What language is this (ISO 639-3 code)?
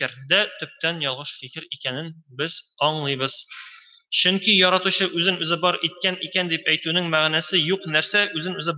tat